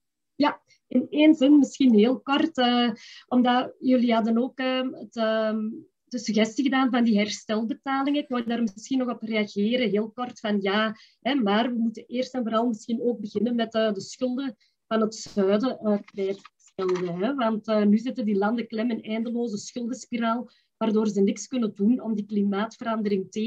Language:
Dutch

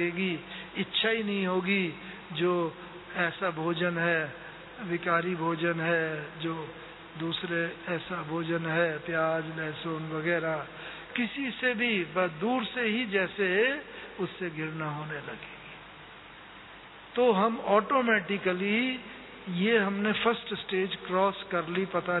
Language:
Hindi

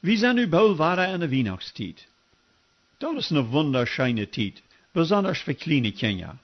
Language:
Plautdietsch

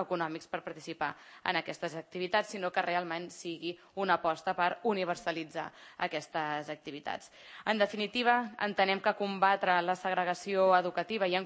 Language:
Catalan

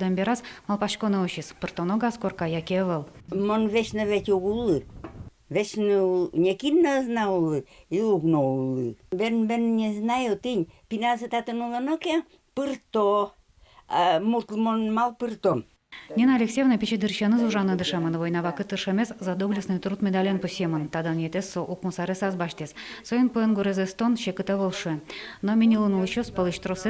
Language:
Udmurt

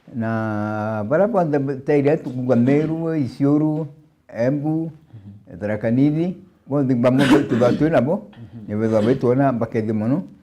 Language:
Meru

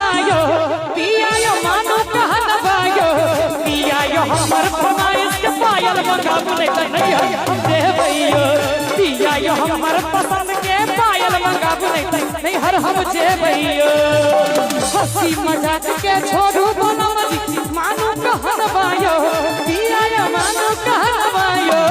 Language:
Maithili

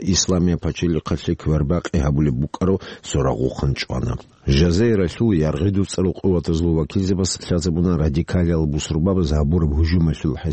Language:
Avaric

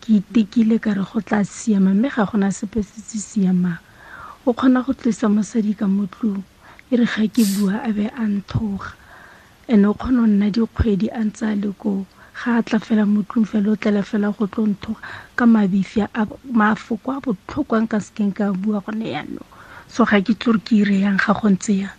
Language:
Tswana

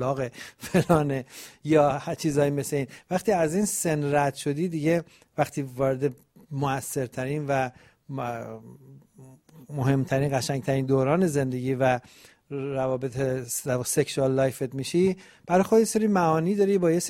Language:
Persian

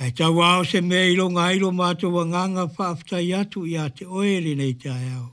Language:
Samoan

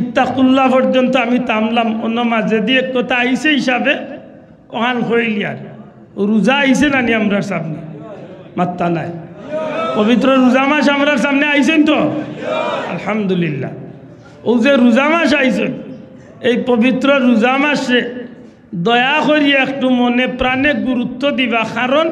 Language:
Sylheti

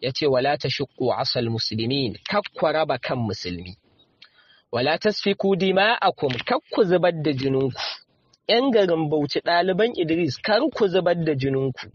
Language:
Hausa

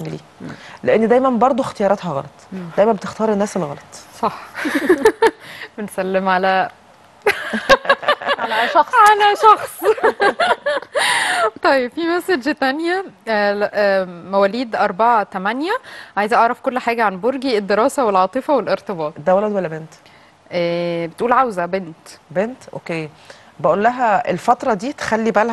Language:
Egyptian Arabic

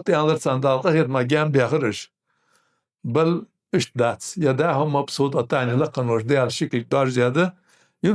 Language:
Ingush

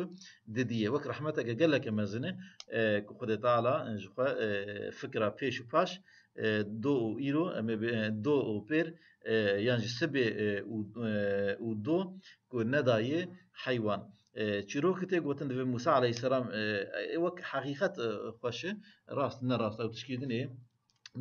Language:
Kurdish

